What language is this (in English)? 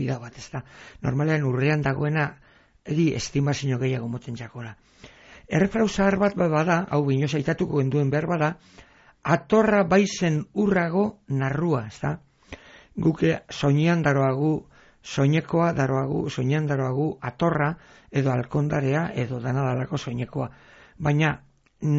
Basque